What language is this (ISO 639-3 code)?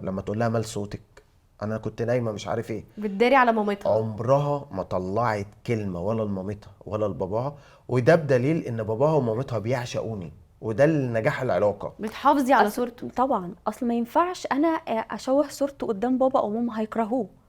arz